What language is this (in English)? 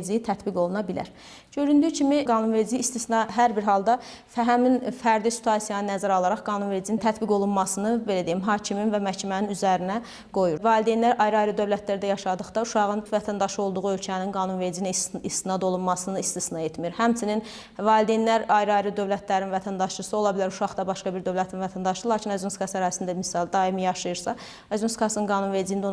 Azerbaijani